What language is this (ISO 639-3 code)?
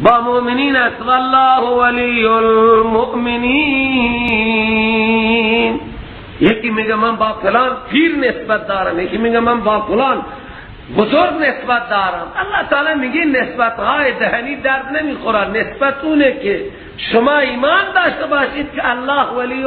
fas